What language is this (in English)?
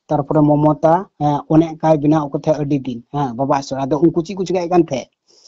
Santali